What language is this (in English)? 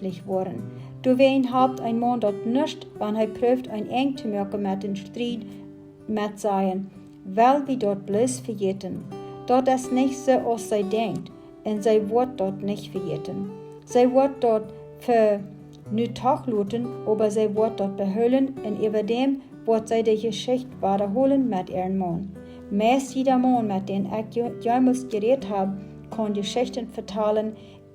Plautdietsch